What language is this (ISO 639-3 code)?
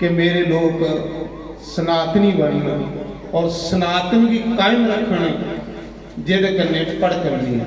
doi